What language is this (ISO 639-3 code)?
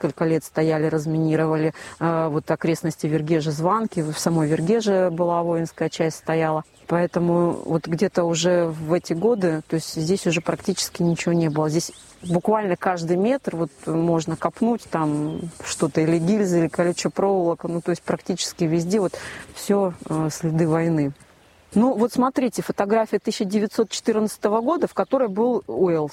rus